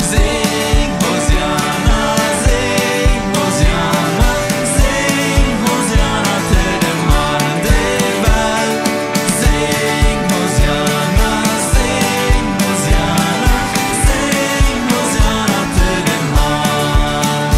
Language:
Plautdietsch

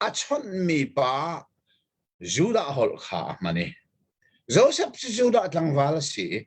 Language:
Hakha Chin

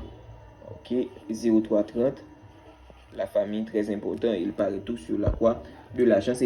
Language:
Haitian Creole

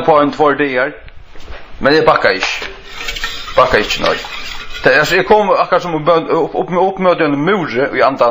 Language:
Faroese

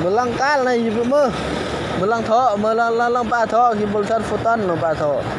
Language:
Lao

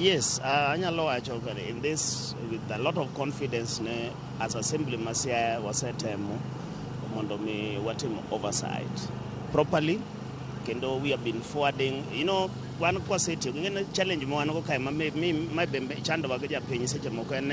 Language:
Luo (Kenya and Tanzania)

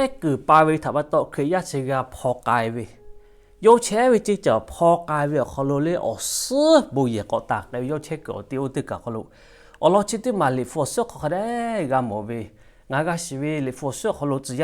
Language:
Lahu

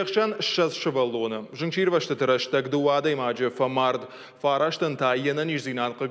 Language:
Ossetic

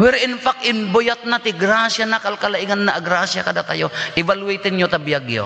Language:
Iloko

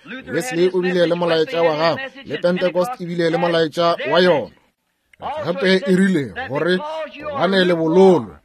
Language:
Northern Sotho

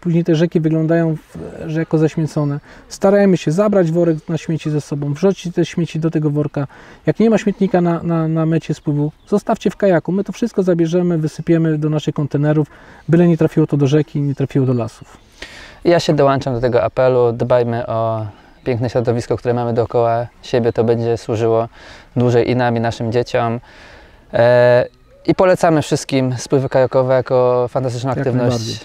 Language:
Polish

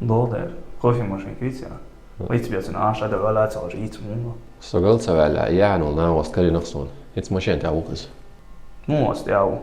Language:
Chechen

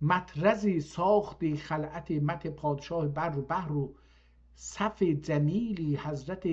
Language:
South Azerbaijani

